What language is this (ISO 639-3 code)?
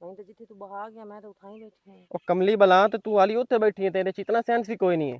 lah